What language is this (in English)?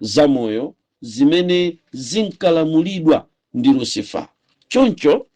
Nyanja